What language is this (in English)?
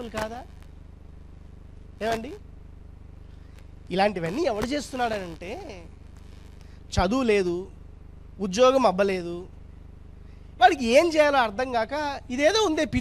Telugu